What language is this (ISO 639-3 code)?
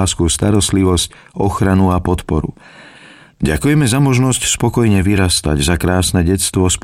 slk